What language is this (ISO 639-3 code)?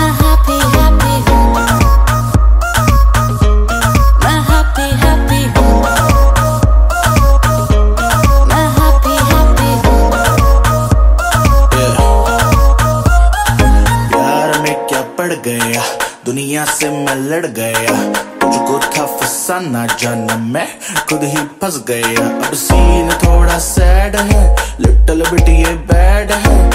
hin